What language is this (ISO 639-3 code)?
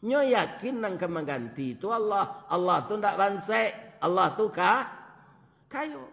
min